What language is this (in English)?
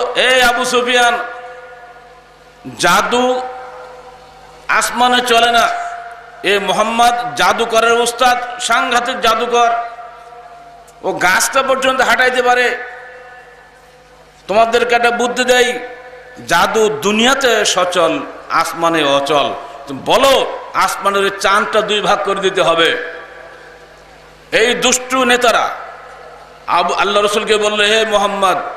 Bangla